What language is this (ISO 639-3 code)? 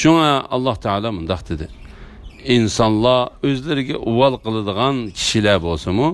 uig